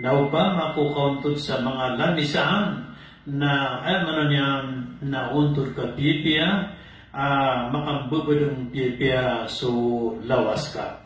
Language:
Maranao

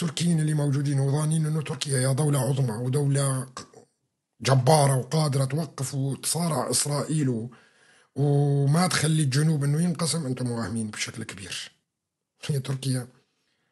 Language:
North Levantine Arabic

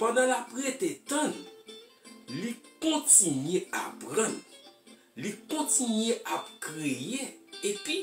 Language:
Haitian Creole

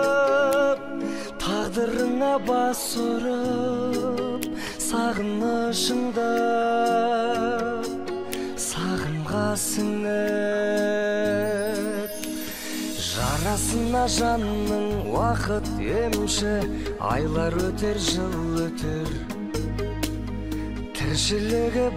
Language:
Kazakh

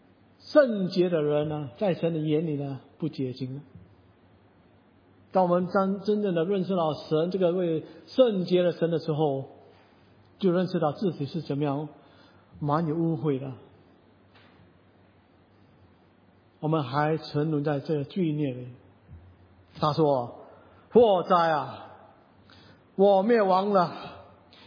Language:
Chinese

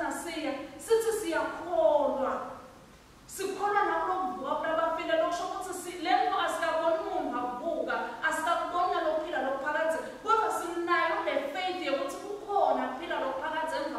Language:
Swati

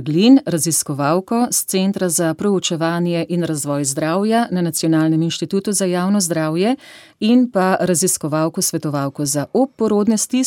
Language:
Slovenian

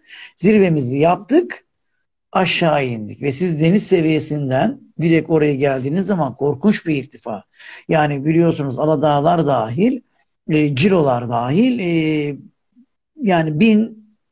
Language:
Turkish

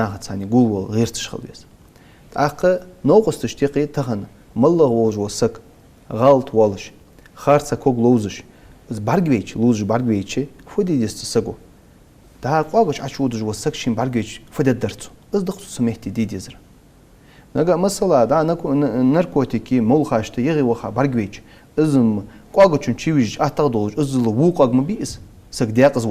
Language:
Ingush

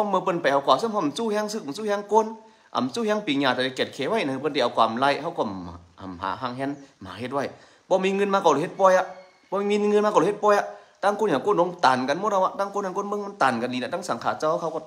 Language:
Shan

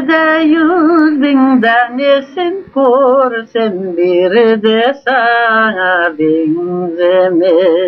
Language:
Crimean Tatar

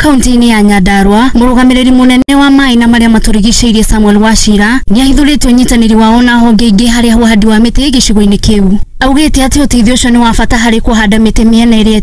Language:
Kikuyu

